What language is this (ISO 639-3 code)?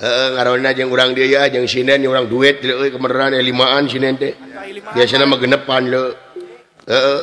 sun